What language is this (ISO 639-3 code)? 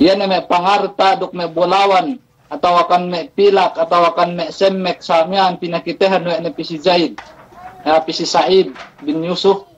yka